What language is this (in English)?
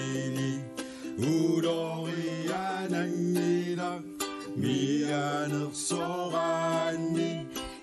Kalaallisut